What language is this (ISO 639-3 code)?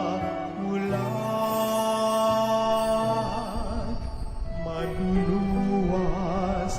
hil